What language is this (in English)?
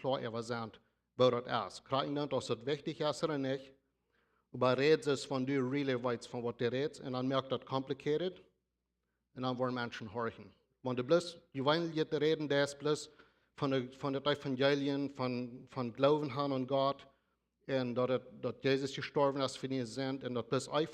Plautdietsch